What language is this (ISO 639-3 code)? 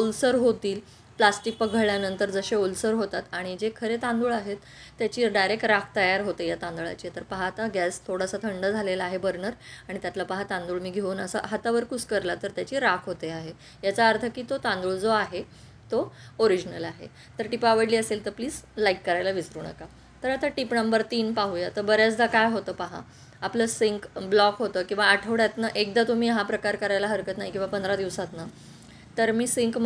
mar